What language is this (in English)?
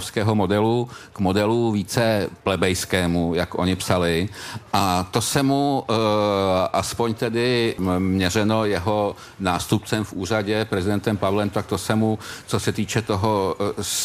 Czech